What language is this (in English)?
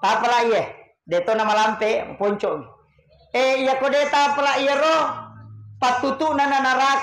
Buginese